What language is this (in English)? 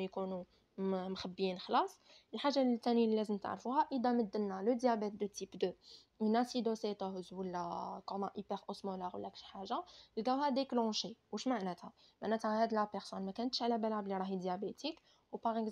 Algerian Arabic